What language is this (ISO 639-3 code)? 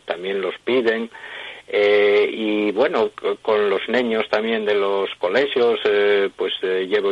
ast